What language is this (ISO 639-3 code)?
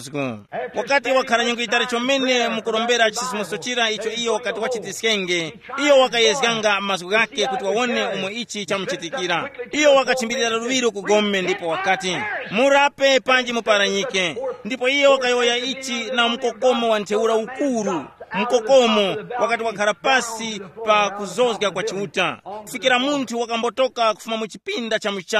tum